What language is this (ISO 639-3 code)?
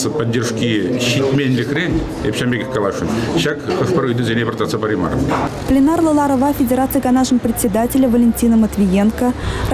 chv